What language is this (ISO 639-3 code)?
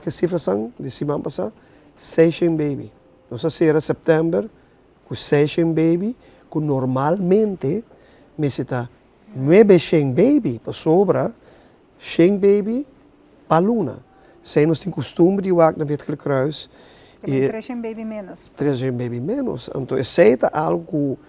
pap